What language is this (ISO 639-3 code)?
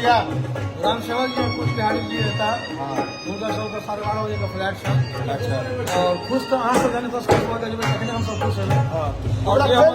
mai